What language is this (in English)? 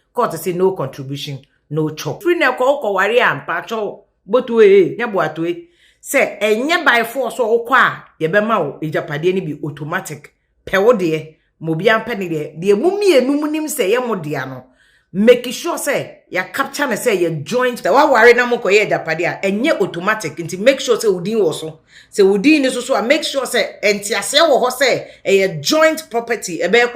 Akan